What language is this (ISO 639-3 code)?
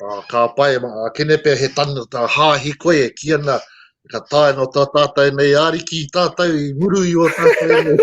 mri